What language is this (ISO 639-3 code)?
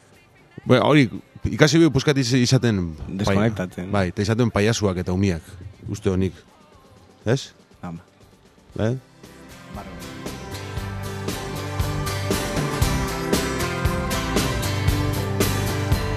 eus